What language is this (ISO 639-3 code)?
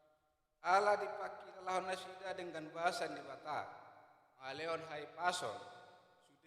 bbc